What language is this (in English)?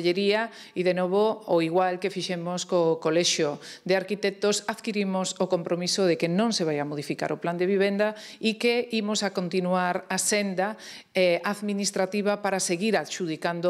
Galician